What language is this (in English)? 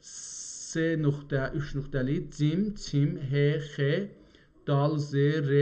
South Azerbaijani